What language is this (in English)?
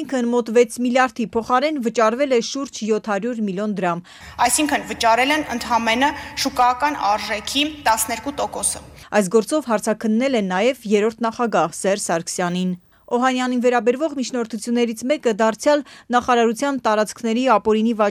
Armenian